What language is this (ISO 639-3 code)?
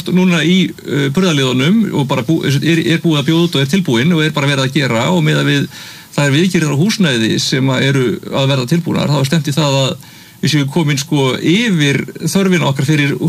isl